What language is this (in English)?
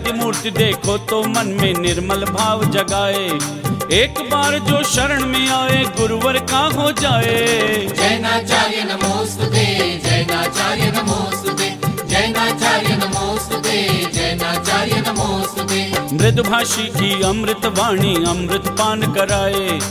Hindi